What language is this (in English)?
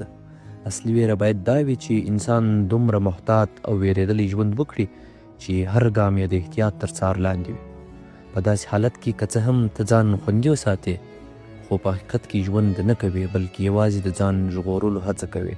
Pashto